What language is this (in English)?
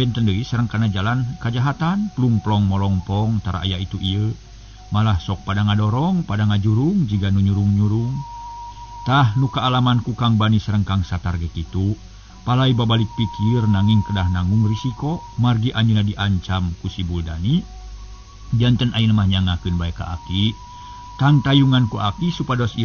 Sundanese